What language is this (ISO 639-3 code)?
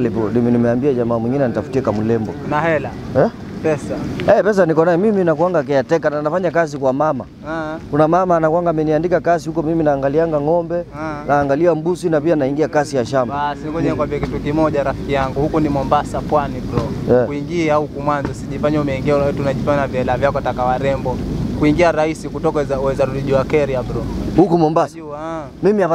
swa